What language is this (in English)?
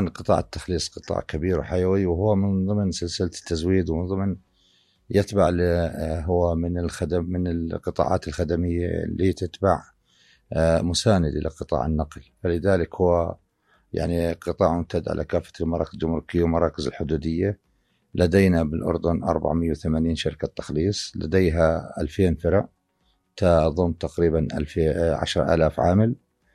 North Levantine Arabic